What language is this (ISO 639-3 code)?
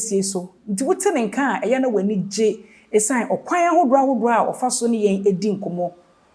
aka